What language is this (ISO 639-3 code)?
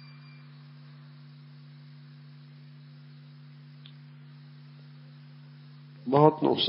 urd